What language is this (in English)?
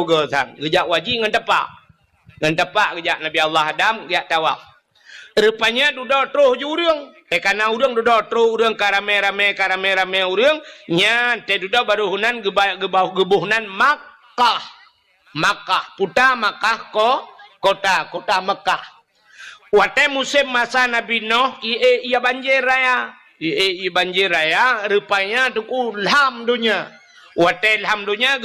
Achinese